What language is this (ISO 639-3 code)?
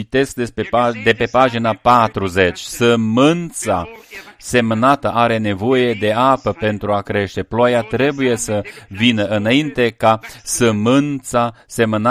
ron